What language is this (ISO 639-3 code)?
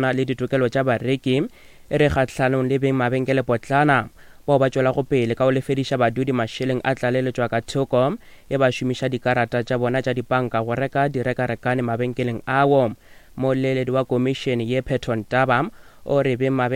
nso